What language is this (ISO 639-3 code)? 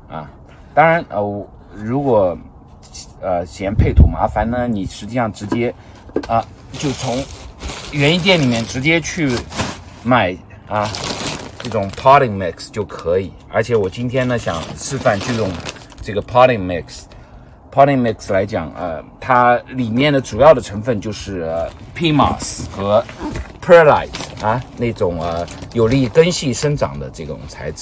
zho